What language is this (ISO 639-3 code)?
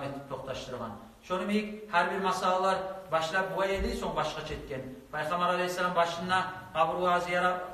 kum